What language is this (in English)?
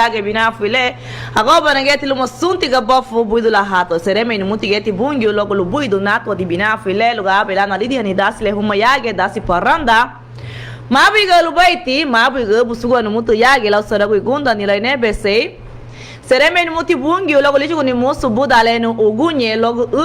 Garifuna